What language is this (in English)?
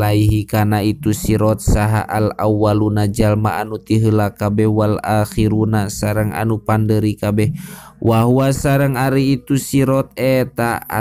Sundanese